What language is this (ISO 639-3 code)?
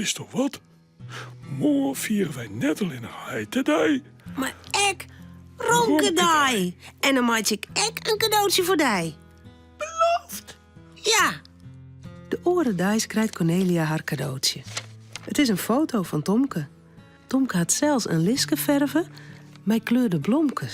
fry